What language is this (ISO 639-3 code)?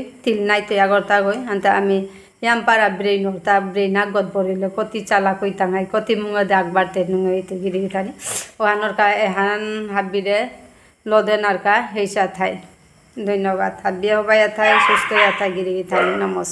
bpy